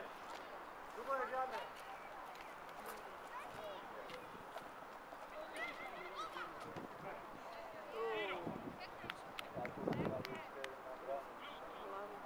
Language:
Slovak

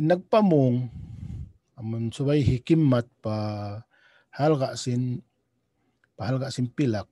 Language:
Tausug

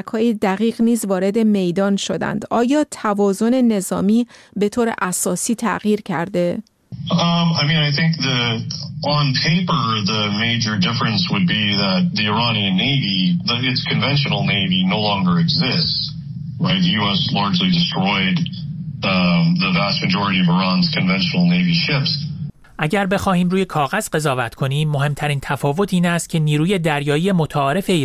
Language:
Persian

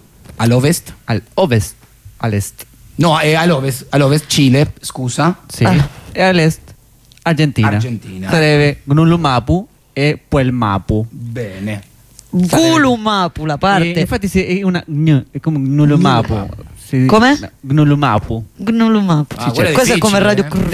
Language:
Italian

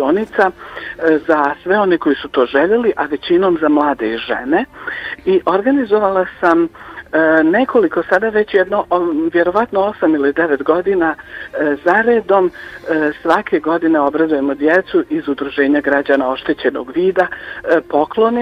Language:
Bosnian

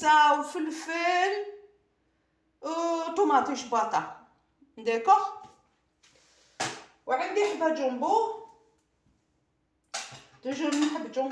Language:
Algerian Arabic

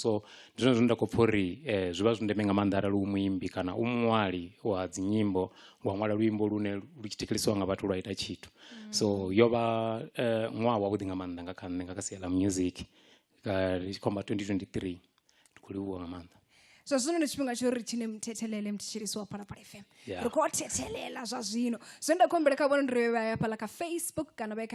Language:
Venda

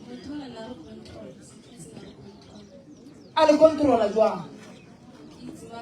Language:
Northern Sotho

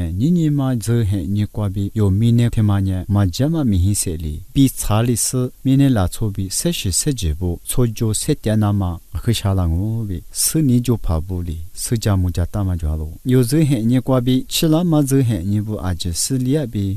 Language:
Lisu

